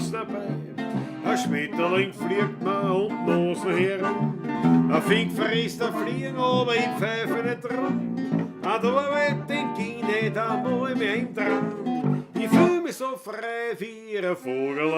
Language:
Bavarian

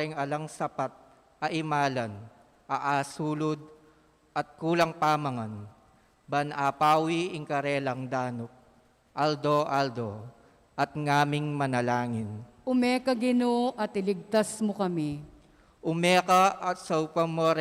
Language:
Pampanga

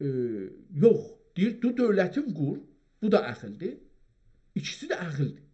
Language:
South Azerbaijani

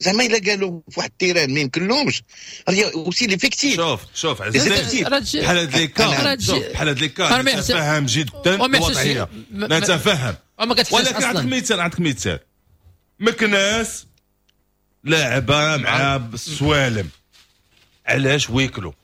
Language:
Moroccan Arabic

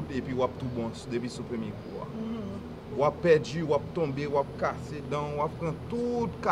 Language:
Haitian Creole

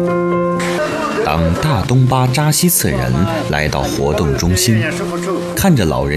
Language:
Chinese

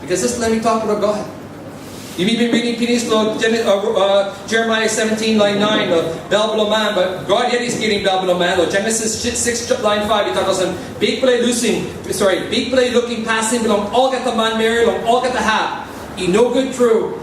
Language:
Tok Pisin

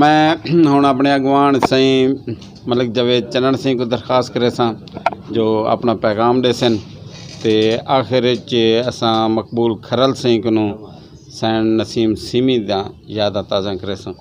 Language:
Saraiki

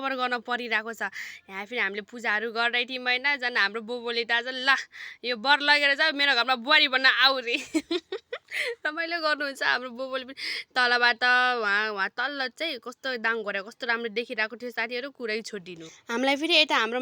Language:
Nepali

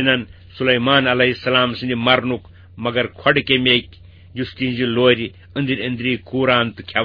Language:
Kashmiri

